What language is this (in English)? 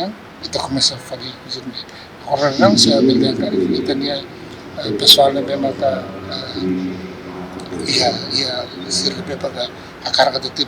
Tetum